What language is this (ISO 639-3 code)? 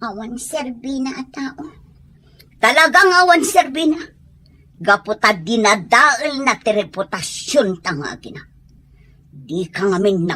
ilo